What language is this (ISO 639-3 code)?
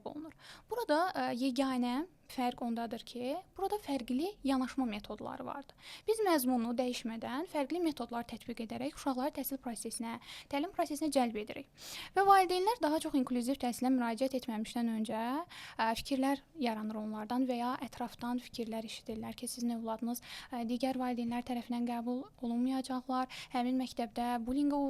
aze